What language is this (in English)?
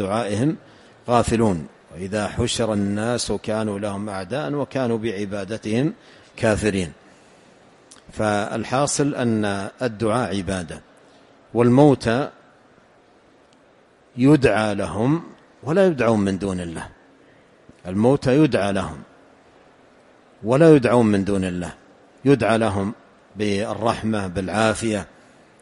Arabic